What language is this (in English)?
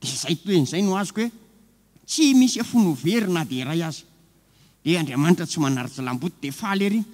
Malagasy